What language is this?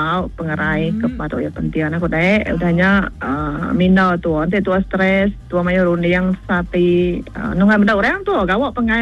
Iban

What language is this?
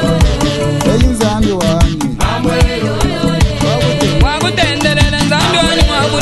Luba-Lulua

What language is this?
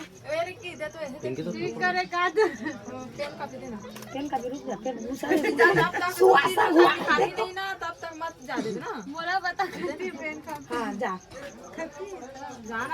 Chhattisgarhi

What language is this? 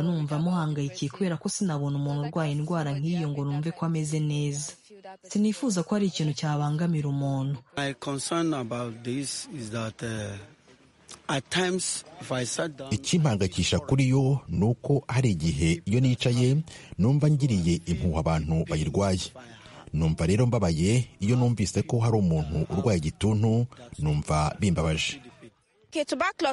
Kinyarwanda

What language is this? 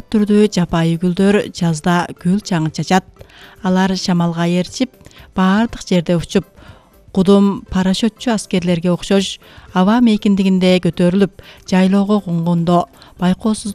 Kyrgyz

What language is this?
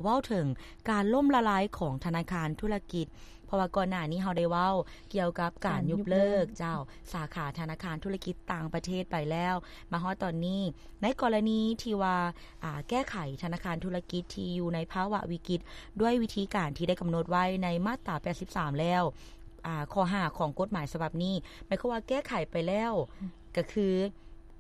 Lao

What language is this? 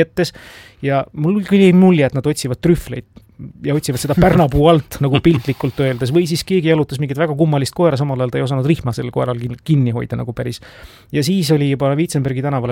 Estonian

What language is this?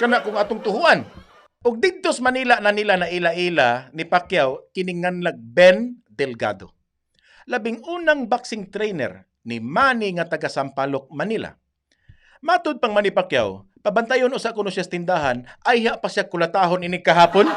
Cebuano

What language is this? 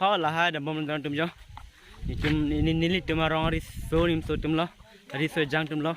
Karbi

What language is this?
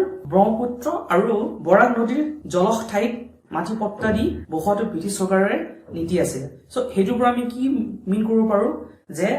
Assamese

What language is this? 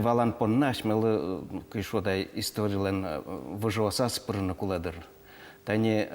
Udmurt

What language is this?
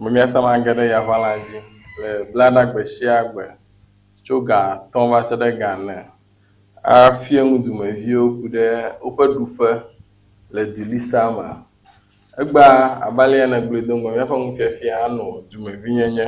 Ewe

